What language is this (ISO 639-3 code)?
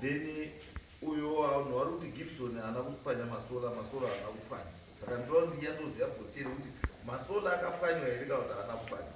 sna